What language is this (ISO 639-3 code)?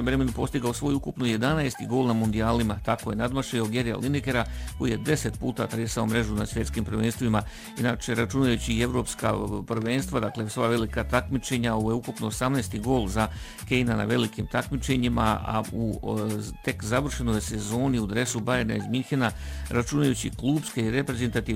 bos